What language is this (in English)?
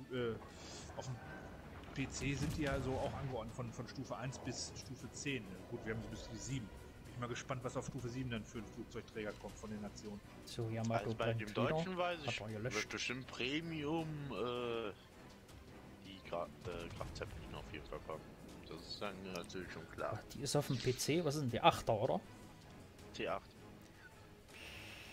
German